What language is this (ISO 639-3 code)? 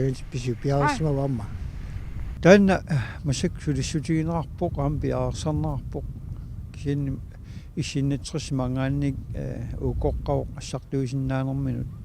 kal